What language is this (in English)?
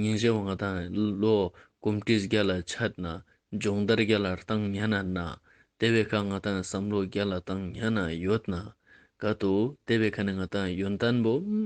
Ladakhi